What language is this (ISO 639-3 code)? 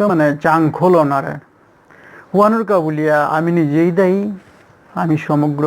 bpy